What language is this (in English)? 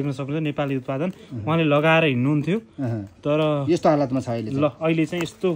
Nepali